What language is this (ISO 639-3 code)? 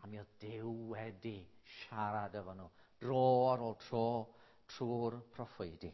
cym